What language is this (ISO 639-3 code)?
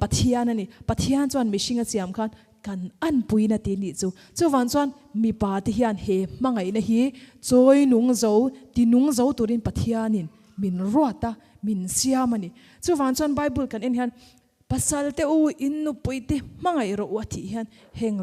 lus